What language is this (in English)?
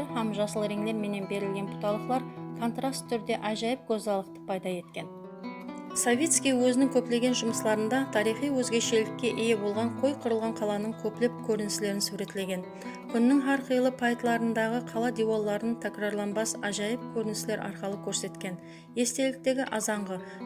Kara-Kalpak